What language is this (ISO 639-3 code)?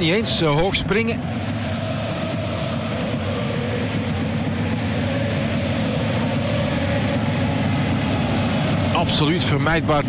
nld